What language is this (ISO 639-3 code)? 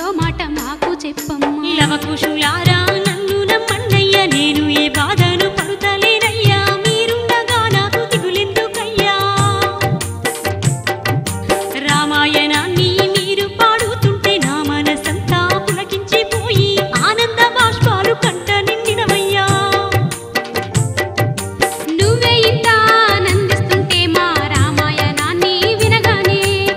tel